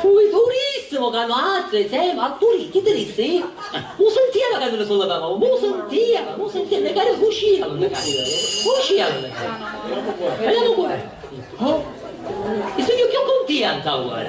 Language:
Sicilian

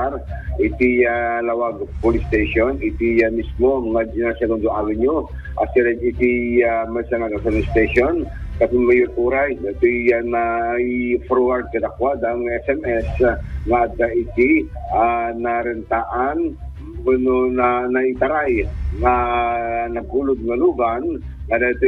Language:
Iloko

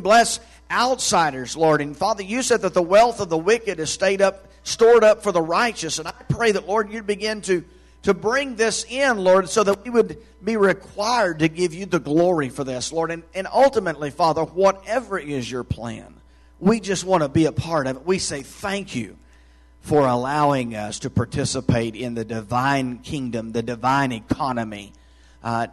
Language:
English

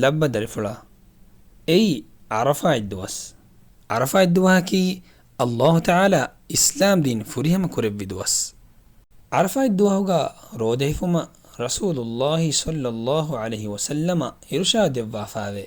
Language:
Divehi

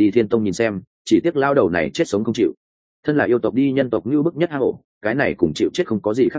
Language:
Vietnamese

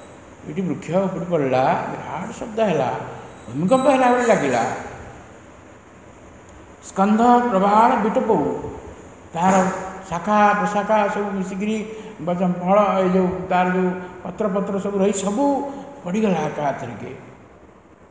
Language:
Odia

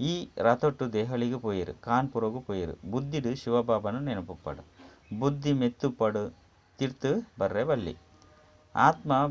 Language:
Tulu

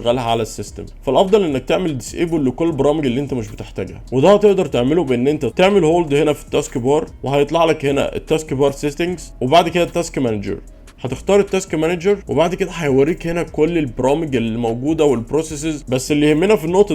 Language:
Egyptian Arabic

